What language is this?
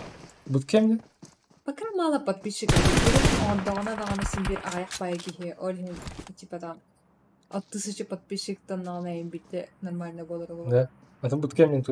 Yakut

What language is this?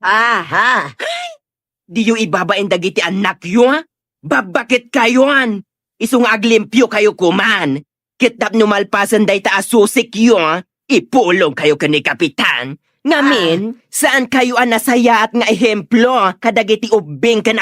Iloko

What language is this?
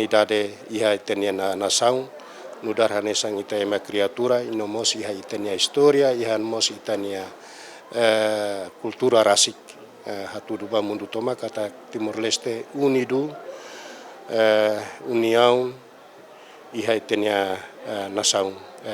Tetum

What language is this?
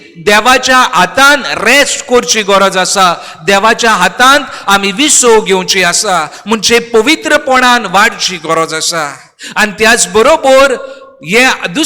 Konkani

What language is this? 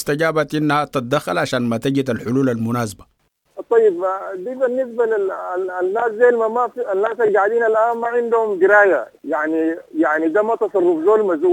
Sudanese Arabic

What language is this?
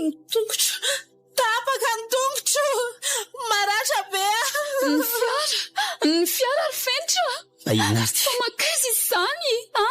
Malagasy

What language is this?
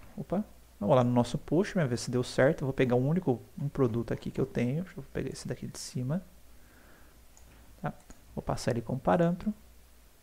Portuguese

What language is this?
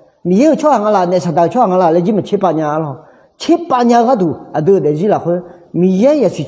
Akha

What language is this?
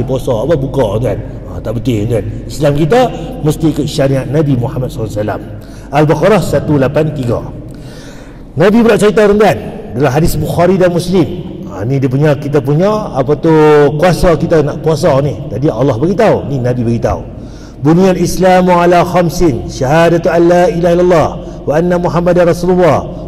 Malay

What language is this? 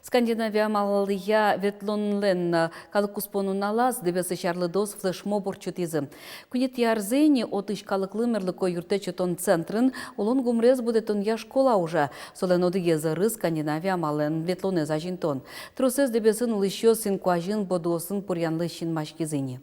Udmurt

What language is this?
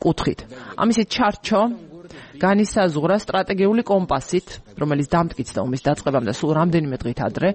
Georgian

